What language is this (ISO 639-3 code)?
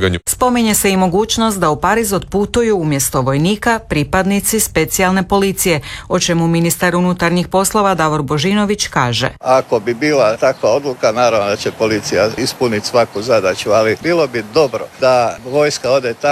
hrv